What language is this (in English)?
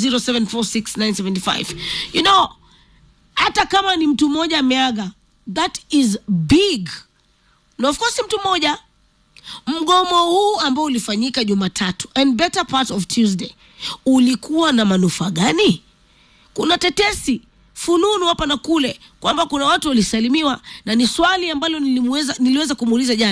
Swahili